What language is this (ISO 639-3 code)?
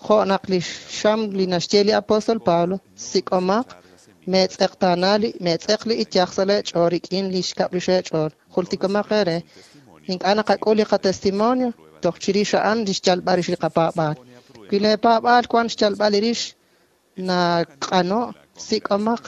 kek